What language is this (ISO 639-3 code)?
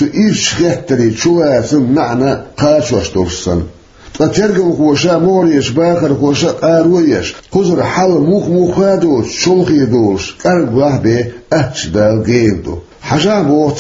che